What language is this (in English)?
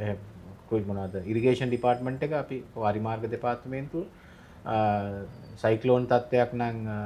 Sinhala